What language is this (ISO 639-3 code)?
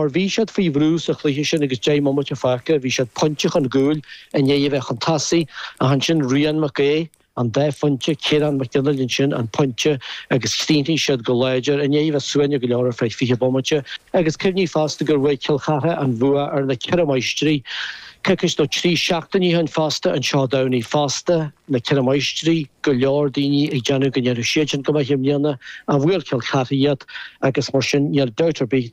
gle